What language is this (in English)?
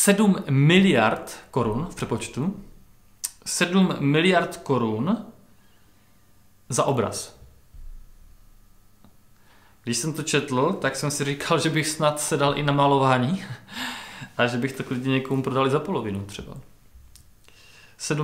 Czech